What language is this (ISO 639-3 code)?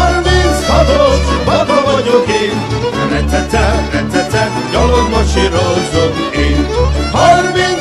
hun